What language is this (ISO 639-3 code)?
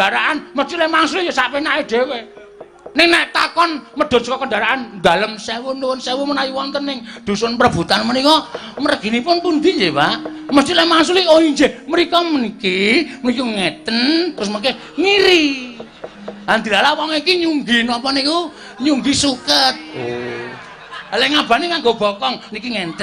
jav